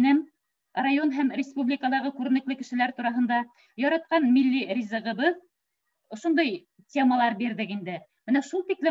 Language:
Bashkir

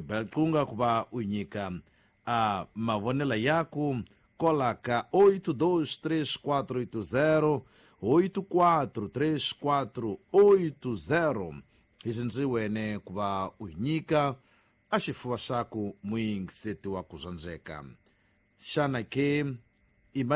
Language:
Tsonga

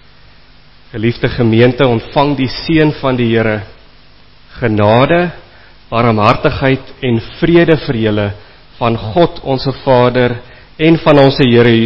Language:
Afrikaans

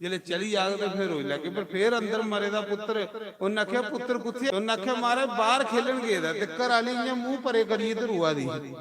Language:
Dogri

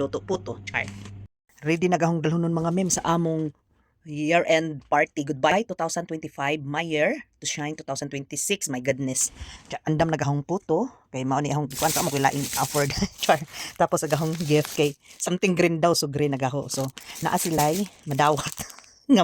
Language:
Cebuano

